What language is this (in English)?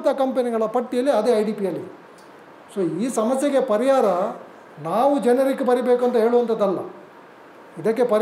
Kannada